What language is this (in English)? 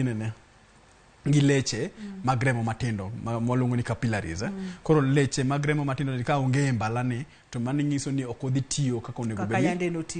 Luo (Kenya and Tanzania)